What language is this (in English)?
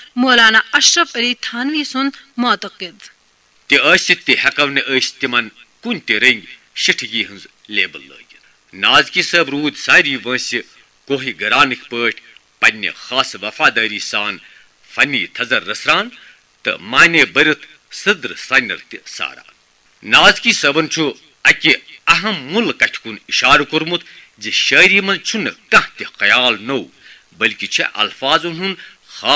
Kashmiri